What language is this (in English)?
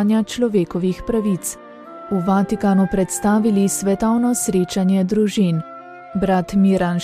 Slovenian